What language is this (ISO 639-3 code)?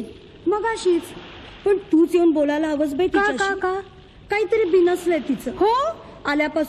mar